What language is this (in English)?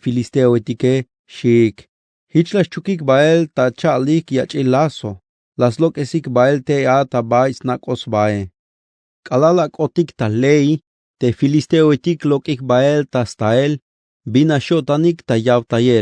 Tzeltal